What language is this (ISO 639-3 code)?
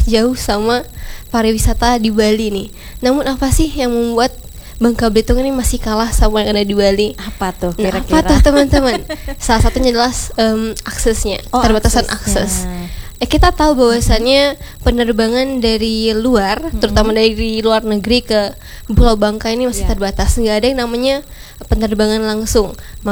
ind